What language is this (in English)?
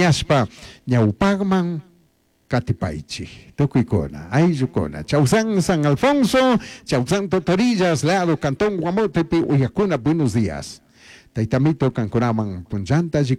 Chimborazo Highland Quichua